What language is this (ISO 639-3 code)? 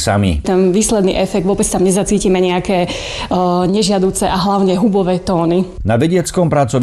slk